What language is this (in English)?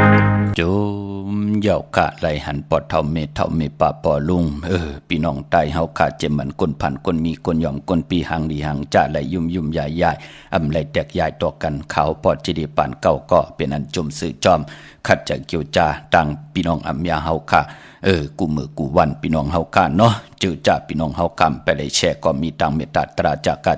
Shan